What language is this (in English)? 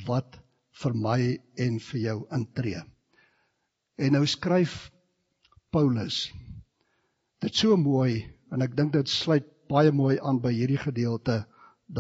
Afrikaans